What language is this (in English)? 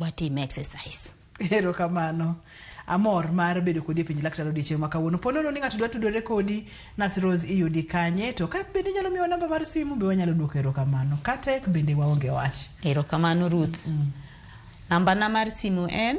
Luo (Kenya and Tanzania)